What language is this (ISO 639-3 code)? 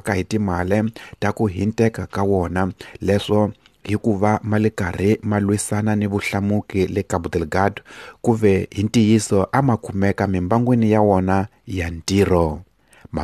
tso